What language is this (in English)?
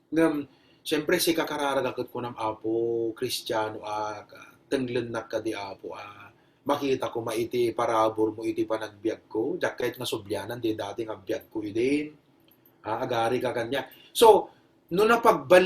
Iloko